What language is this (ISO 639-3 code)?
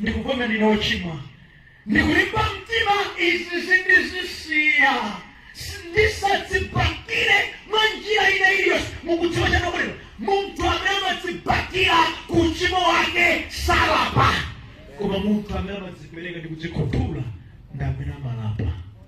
nya